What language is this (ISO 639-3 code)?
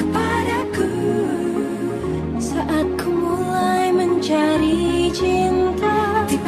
ind